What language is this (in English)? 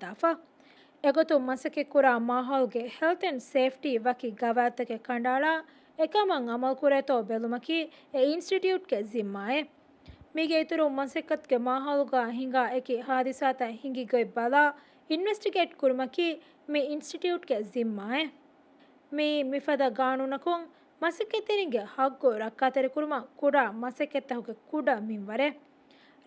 Divehi